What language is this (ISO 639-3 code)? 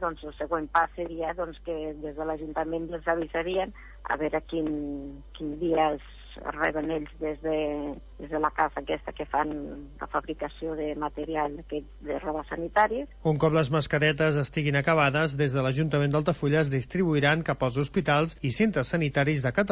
cat